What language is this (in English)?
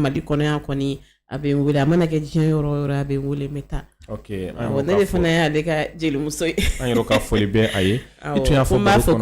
Bambara